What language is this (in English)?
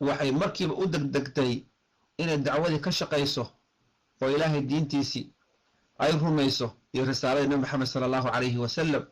Somali